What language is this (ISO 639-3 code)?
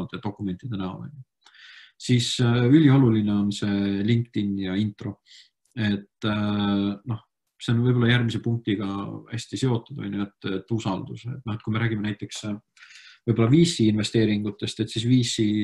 est